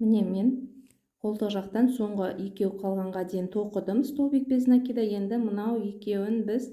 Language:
Kazakh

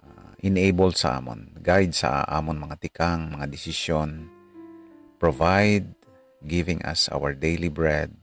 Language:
Hiligaynon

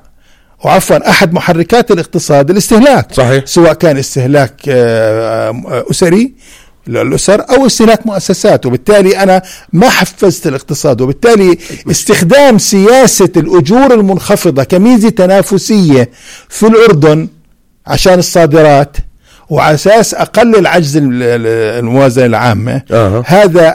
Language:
North Levantine Arabic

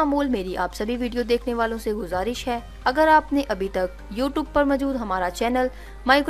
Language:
Urdu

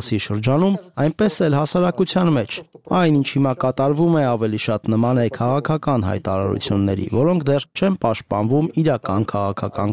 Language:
Armenian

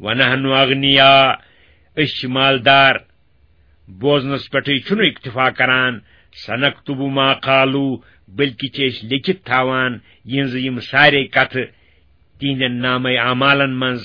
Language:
Kashmiri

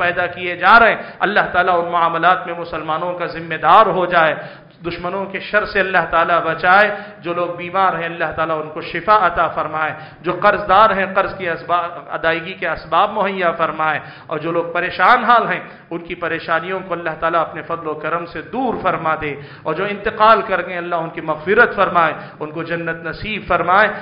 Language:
Urdu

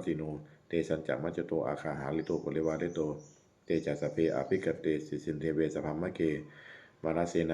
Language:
Pali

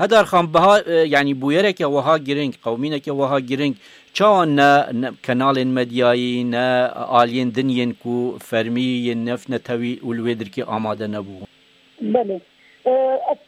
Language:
Kurdish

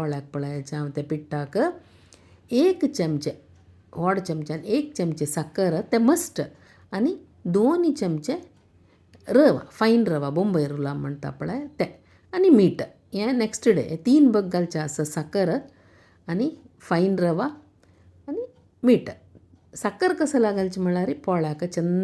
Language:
Konkani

